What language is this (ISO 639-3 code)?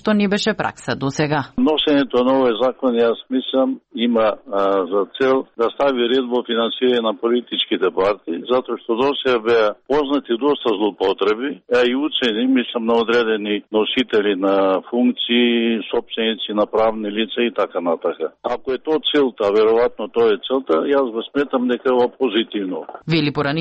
mkd